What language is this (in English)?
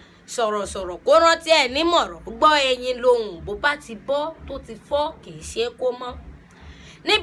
Yoruba